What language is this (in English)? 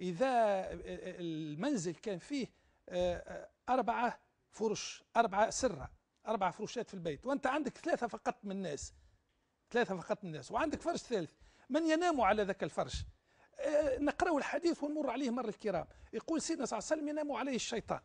Tunisian Arabic